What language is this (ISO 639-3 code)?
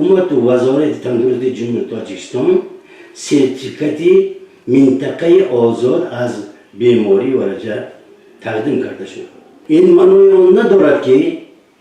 tgk